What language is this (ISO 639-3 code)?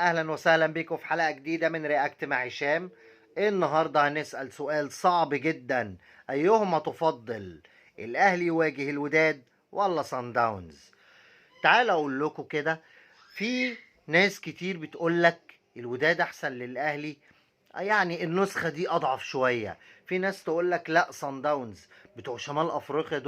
arz